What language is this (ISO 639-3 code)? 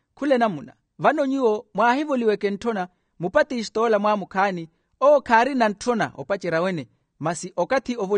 vmw